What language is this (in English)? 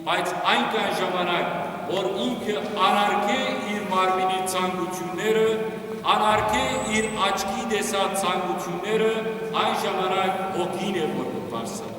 Western Armenian